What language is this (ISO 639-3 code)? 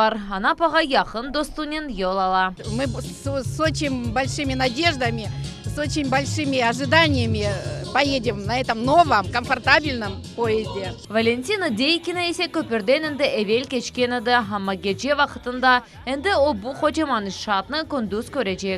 crh